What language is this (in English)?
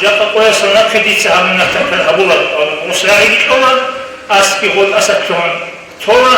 Avaric